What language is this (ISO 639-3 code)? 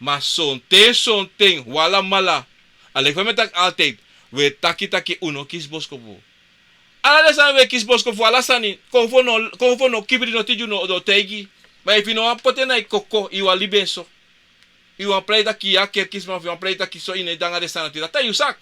srn